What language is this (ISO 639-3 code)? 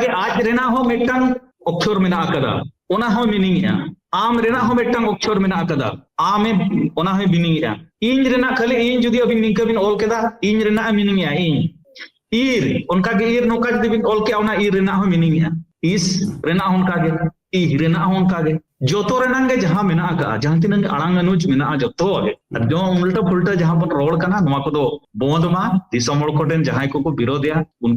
sat